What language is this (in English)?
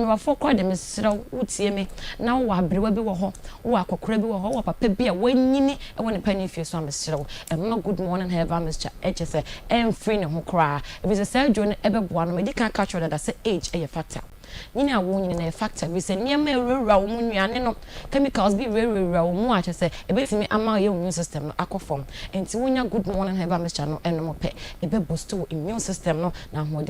Akan